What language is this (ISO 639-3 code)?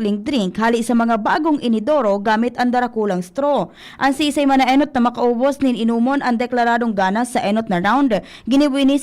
bik